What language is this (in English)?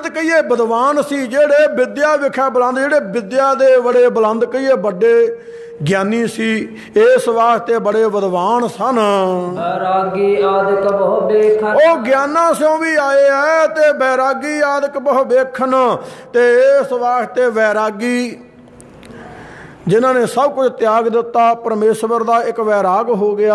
Punjabi